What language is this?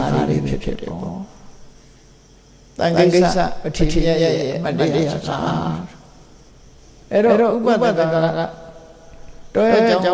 Burmese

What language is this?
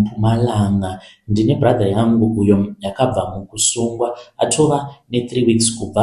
Shona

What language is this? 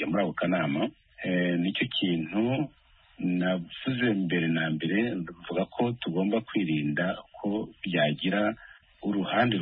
Kinyarwanda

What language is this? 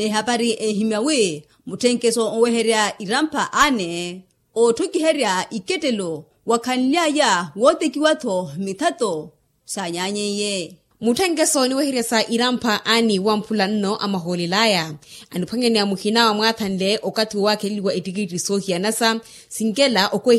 Makhuwa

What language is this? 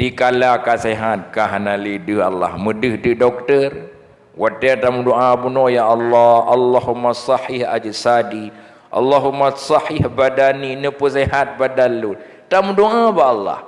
Achinese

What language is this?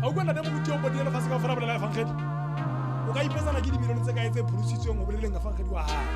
Southern Sotho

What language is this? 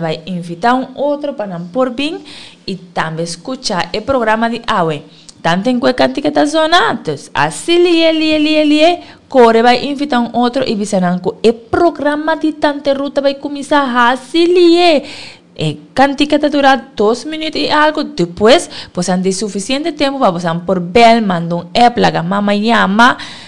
Papiamento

